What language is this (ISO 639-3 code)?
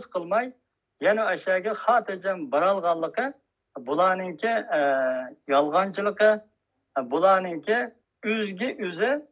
uig